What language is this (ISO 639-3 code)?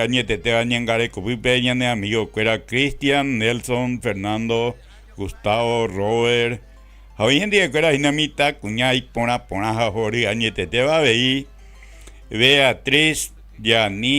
grn